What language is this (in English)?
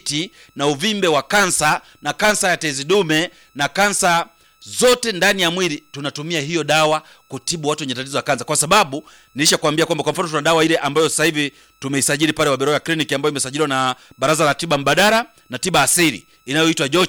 Swahili